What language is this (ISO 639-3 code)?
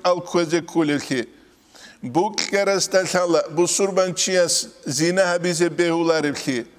ava